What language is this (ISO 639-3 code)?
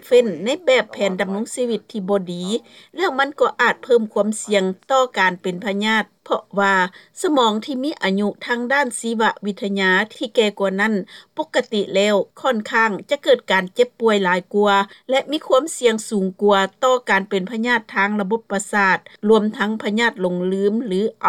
lao